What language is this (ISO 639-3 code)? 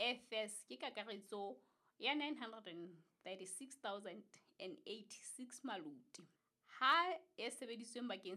sot